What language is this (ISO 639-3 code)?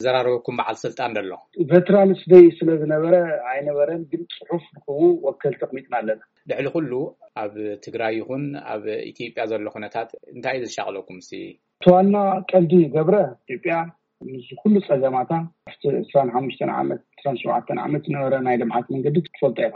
tir